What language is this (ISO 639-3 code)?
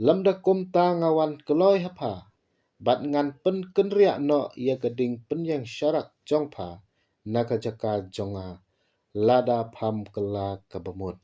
kha